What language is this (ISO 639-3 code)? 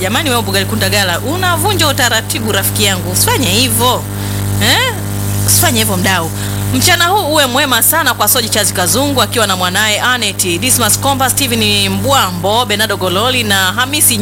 swa